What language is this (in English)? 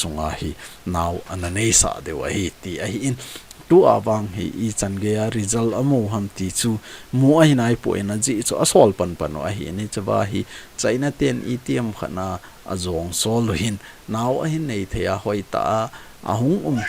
Thado Chin